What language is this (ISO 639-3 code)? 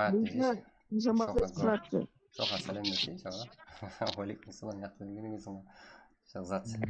kaa